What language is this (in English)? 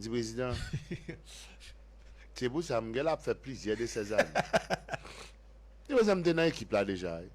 Haitian Creole